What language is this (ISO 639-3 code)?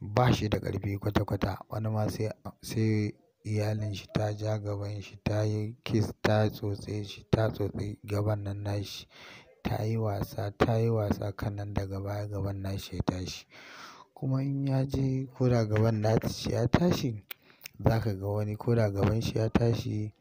hau